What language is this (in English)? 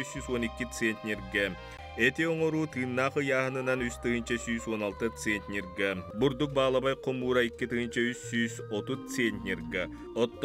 Yakut